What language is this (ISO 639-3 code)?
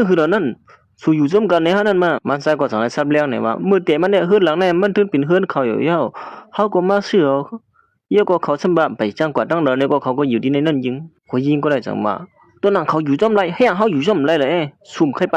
shn